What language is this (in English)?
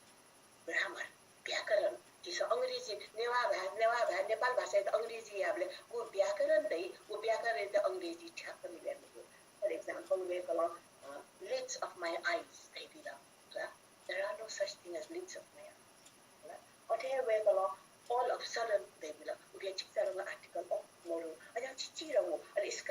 Newari